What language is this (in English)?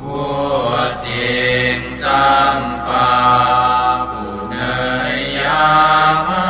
Pali